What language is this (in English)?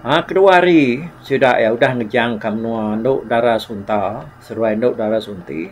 Iban